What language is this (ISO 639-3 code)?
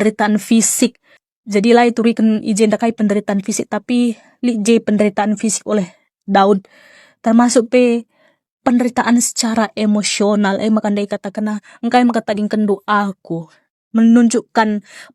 btx